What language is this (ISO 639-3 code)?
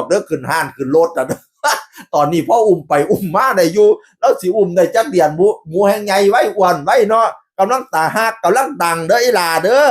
tts